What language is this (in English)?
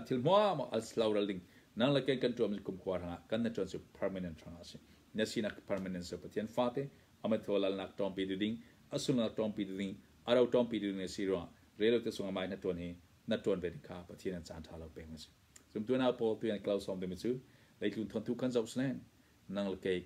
Hakha Chin